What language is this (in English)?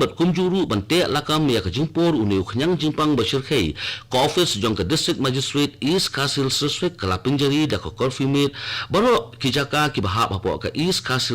Khasi